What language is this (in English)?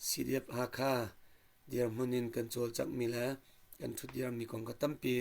Hakha Chin